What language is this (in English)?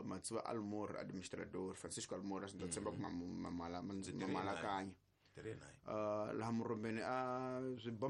Tsonga